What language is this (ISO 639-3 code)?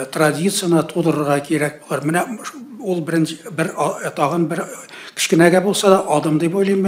tat